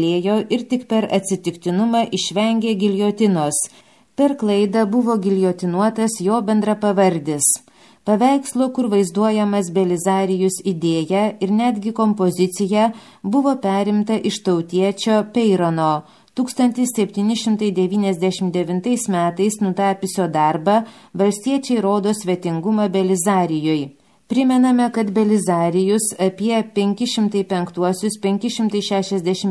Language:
Lithuanian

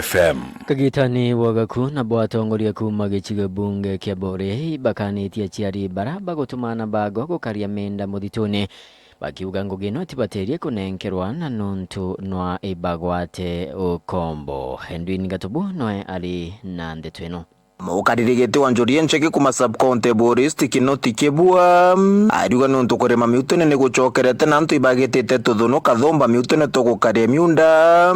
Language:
Meru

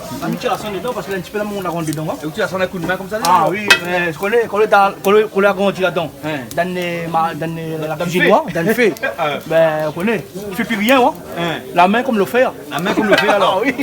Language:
Réunion Creole French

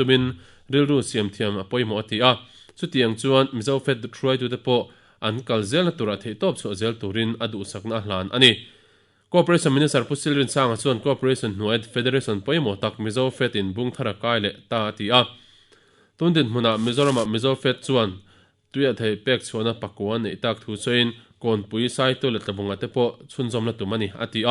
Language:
Mizo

